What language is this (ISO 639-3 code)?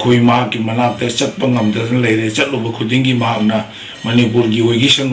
mni